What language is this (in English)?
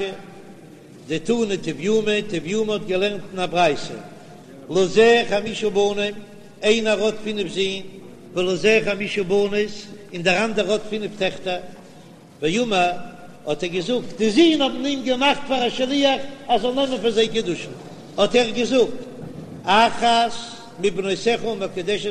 Yiddish